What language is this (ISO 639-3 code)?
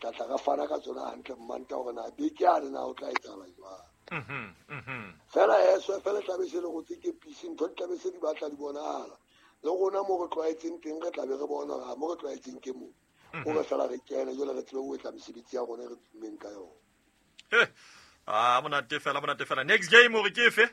sot